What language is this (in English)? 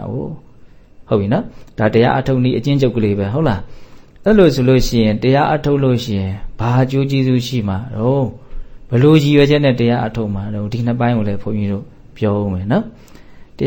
Burmese